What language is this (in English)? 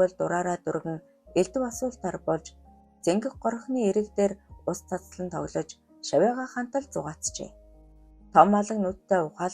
Mongolian